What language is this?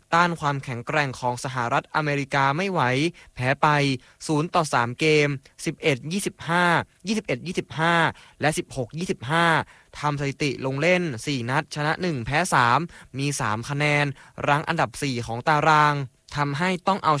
Thai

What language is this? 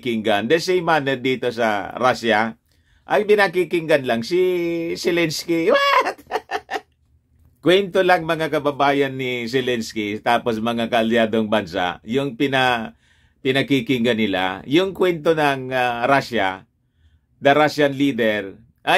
Filipino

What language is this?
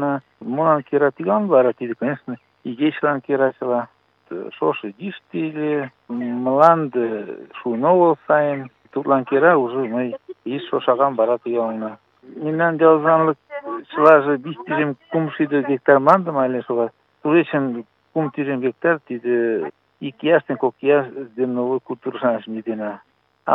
Mari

